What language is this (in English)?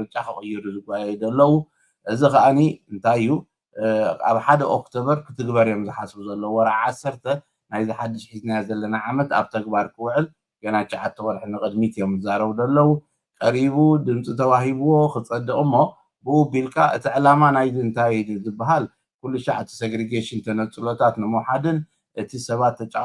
Tigrinya